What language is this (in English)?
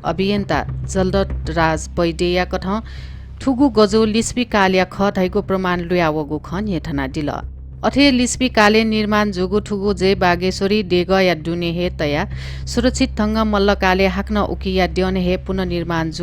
Newari